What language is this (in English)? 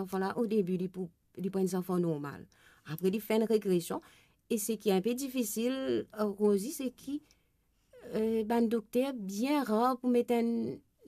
Morisyen